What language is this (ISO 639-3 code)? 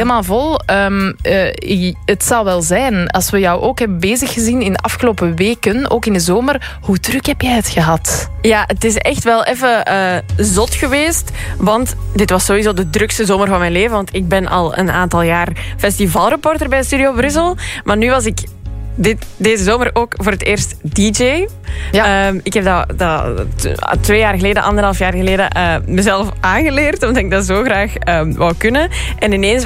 nld